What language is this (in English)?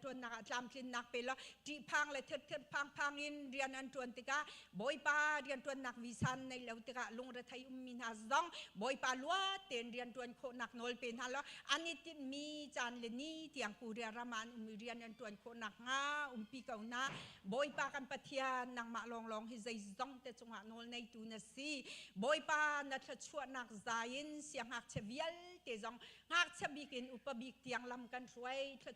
Hakha Chin